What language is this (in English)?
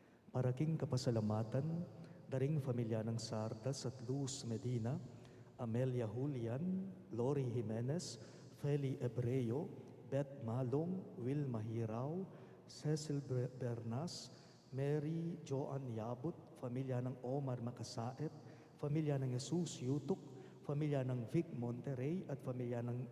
Pampanga